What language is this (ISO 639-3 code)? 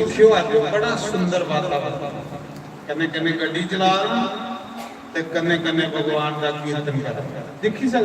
doi